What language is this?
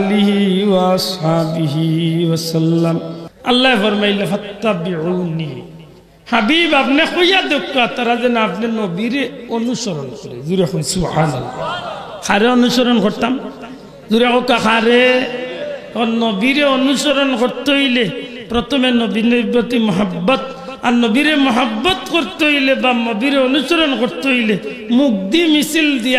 Sylheti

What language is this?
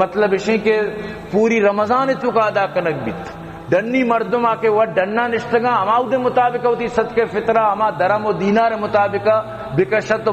Eastern Balochi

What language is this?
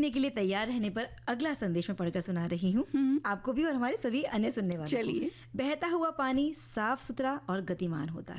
Hindi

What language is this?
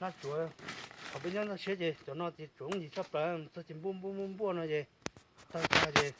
Hmong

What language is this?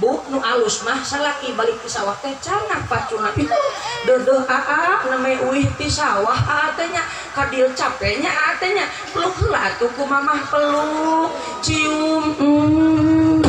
Sundanese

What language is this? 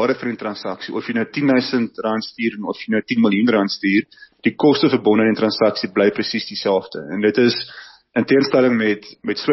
Afrikaans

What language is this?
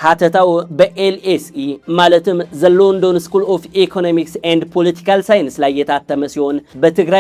Amharic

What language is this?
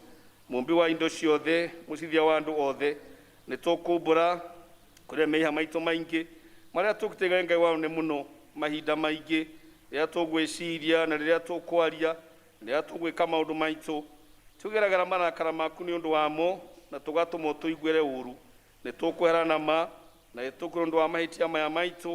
Kikuyu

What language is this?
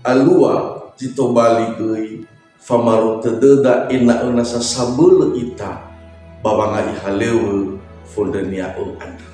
Nias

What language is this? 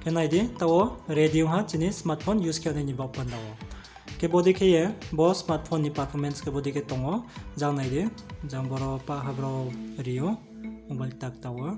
Riang (India)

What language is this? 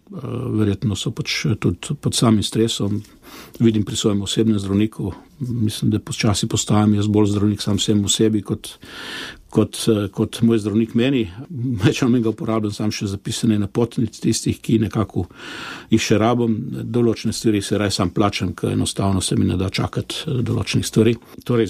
Slovenian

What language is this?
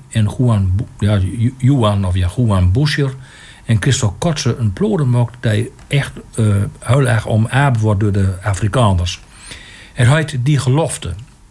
Dutch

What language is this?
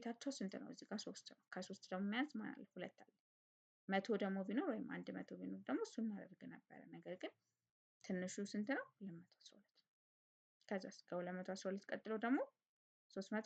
Amharic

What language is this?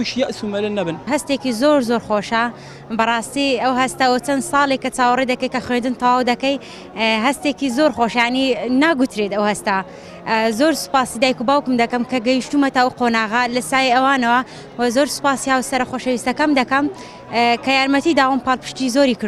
Central Kurdish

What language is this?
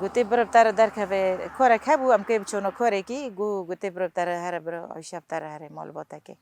Kurdish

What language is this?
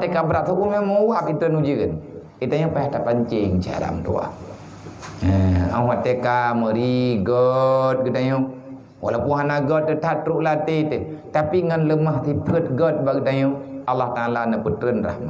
Achinese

